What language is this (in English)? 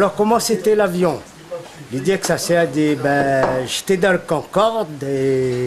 Réunion Creole French